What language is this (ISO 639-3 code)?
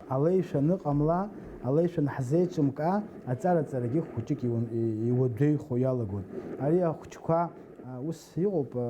abk